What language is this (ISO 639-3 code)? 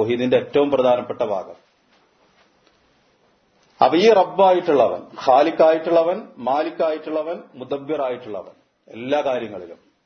mal